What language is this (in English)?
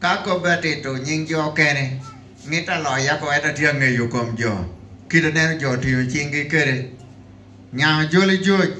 Lango (Uganda)